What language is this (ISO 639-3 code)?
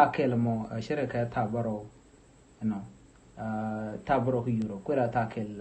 nus